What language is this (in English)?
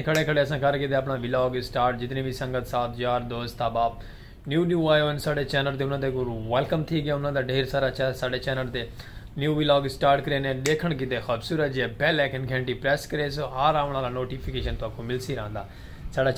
Saraiki